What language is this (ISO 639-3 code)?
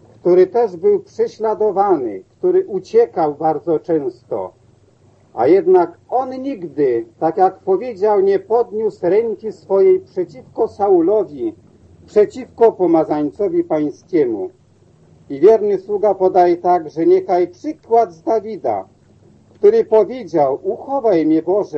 pol